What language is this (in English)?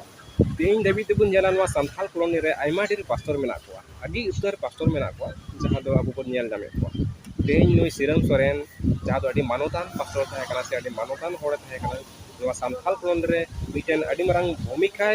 Santali